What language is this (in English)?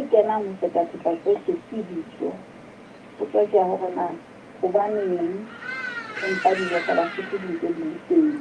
Southern Sotho